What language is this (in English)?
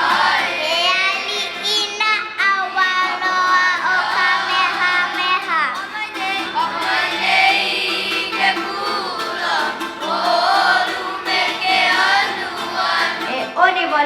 Hawaiian